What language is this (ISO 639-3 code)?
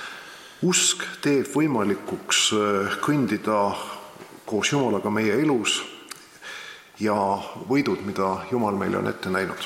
est